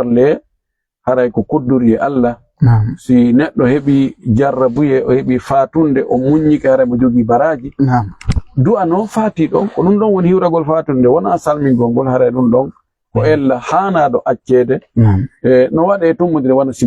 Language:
Fula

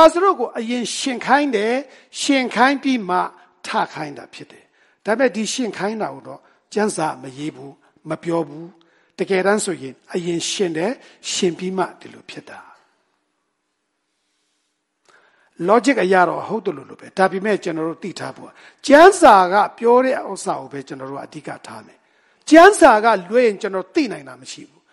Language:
Burmese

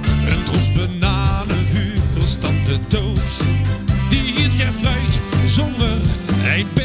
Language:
Limburgish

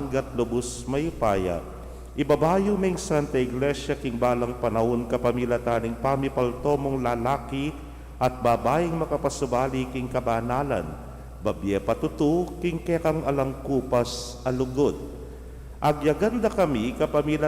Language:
Pampanga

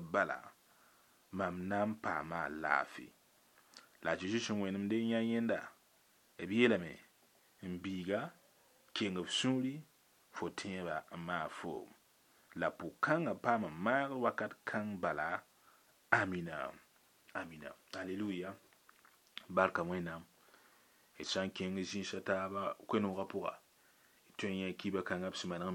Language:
Mossi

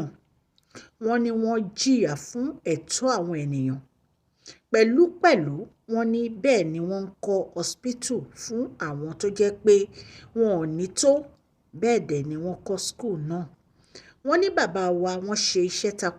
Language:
Yoruba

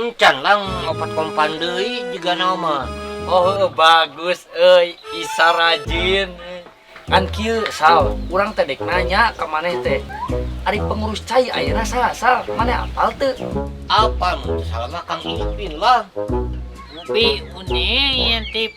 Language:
Sundanese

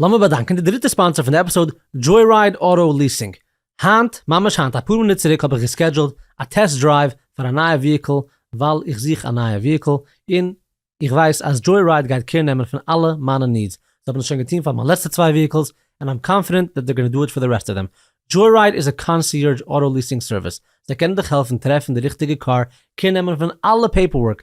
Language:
Yiddish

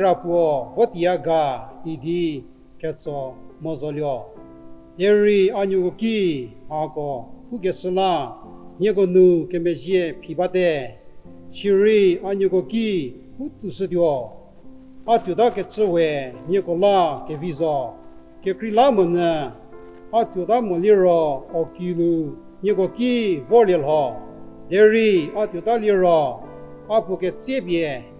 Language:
Angami Naga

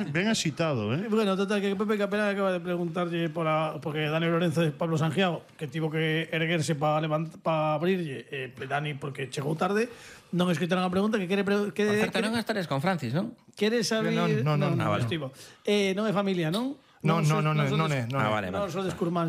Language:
Galician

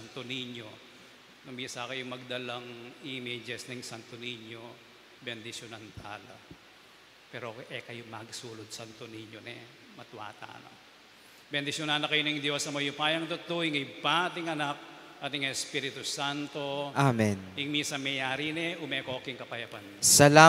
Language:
Pampanga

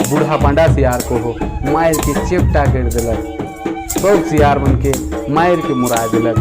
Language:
Sadri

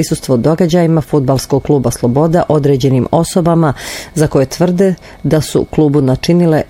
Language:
Bosnian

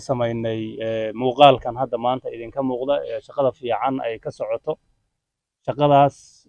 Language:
Somali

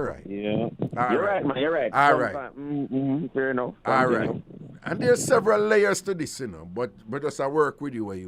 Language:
Jamaican Creole English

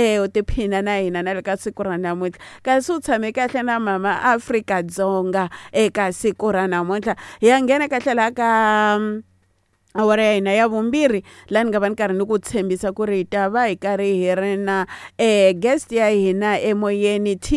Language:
Tsonga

